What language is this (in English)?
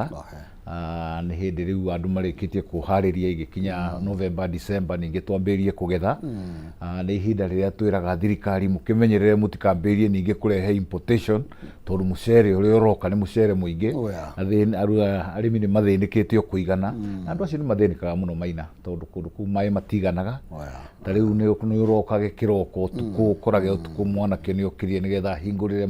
Kikuyu